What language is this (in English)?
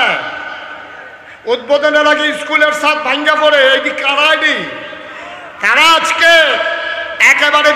Bangla